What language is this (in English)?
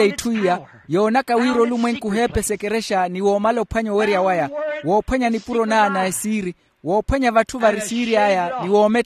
Makhuwa